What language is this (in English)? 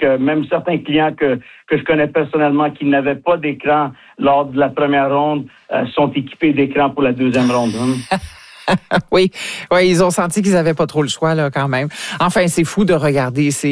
French